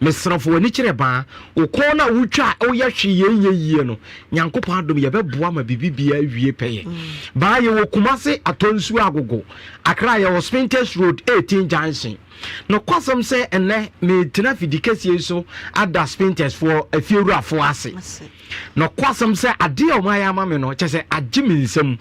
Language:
Akan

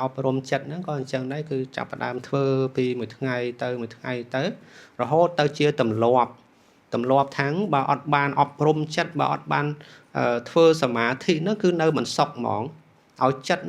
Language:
Khmer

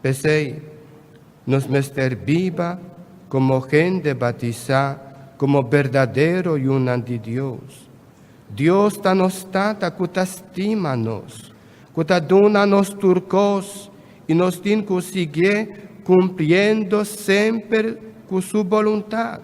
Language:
Papiamento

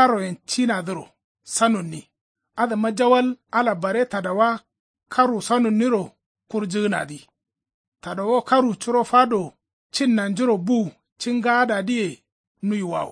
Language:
Kanuri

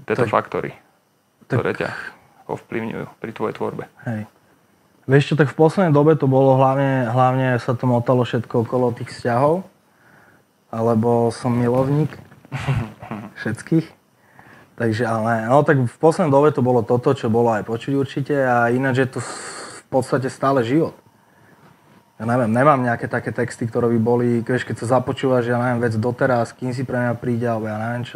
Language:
Slovak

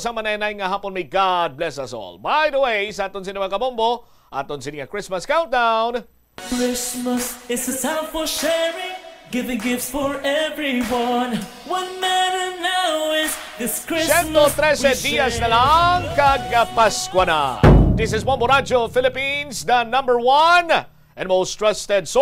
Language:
Hiligaynon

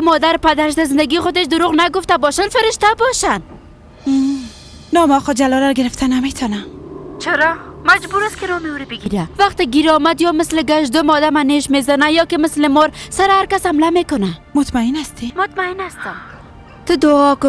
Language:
Persian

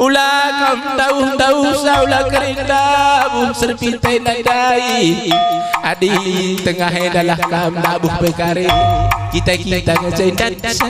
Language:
Batak Karo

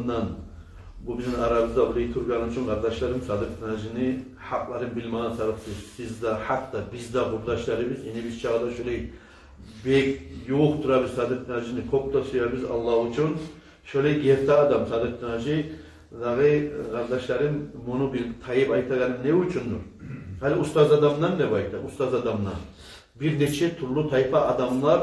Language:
Kumyk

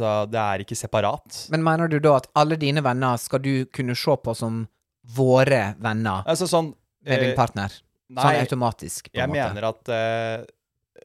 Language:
Norwegian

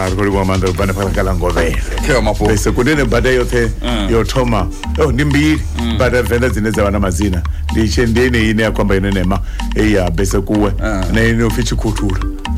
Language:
Venda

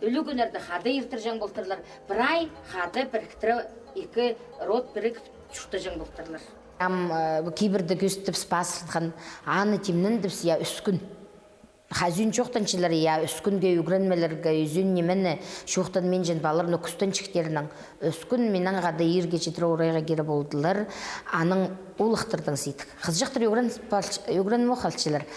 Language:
Khakas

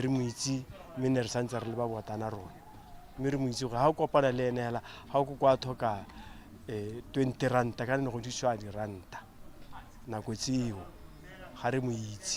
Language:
Tswana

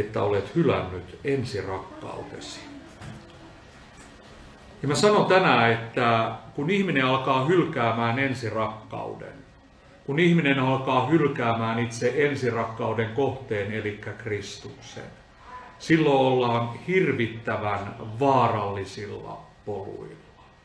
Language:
Finnish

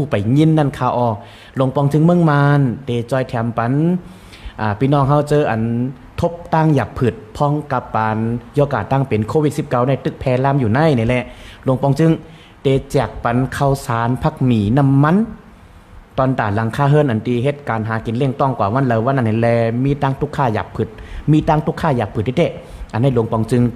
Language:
Shan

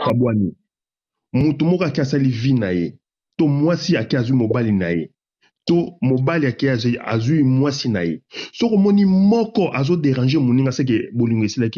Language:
Lingala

